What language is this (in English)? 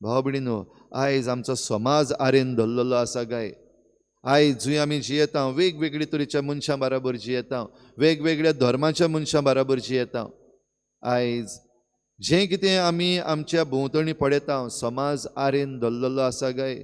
Konkani